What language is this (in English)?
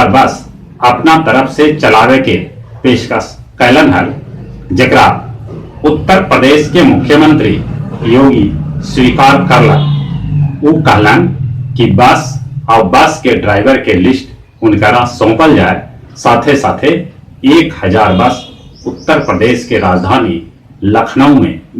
Magahi